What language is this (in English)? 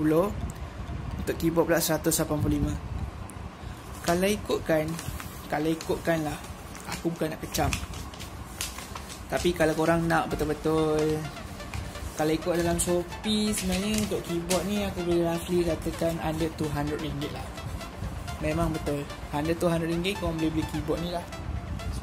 Malay